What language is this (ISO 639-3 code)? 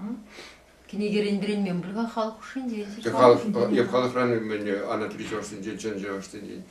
chv